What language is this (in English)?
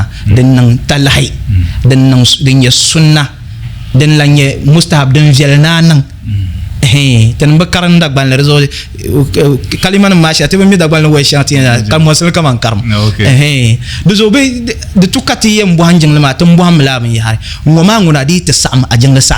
Dagbani